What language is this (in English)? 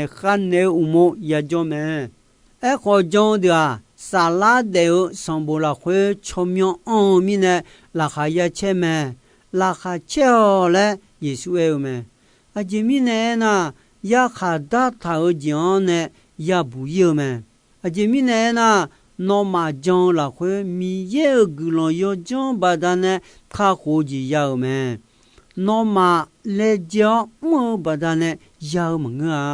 Akha